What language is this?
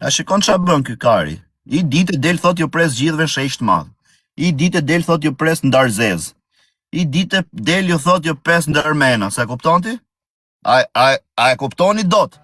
Albanian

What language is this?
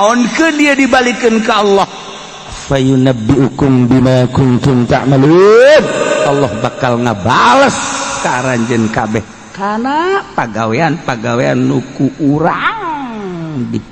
Sundanese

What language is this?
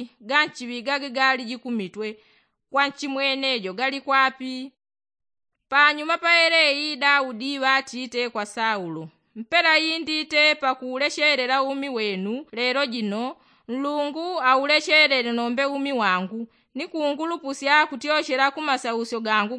Yao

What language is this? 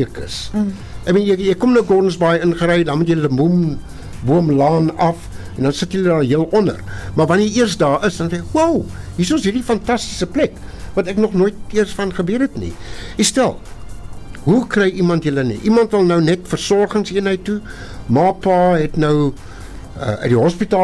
Afrikaans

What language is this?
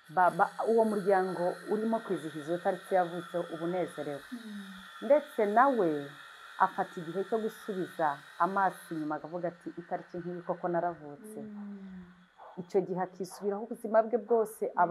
Kinyarwanda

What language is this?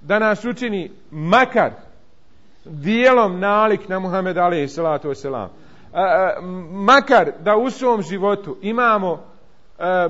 Bosnian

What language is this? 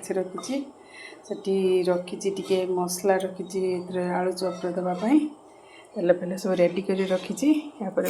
Odia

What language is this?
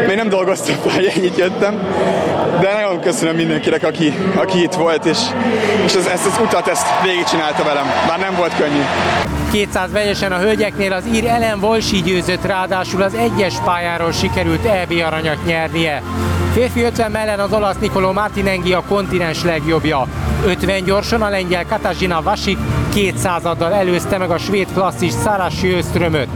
Hungarian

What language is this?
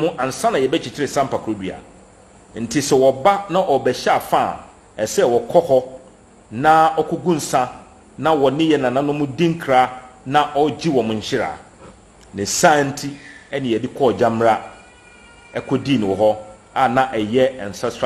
Akan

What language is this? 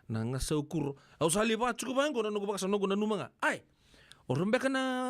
Fijian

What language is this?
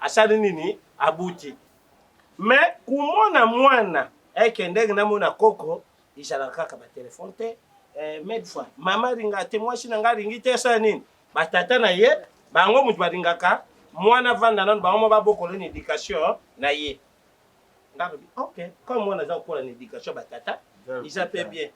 Lingala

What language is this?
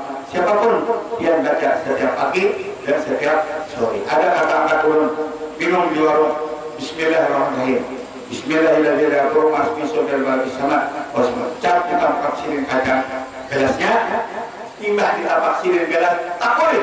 Banjar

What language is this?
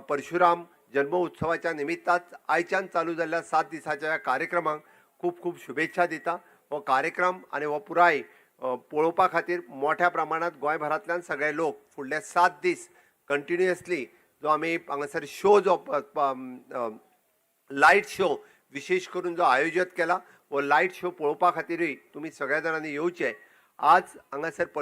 Konkani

